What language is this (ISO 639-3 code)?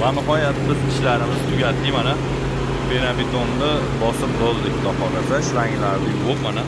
uzb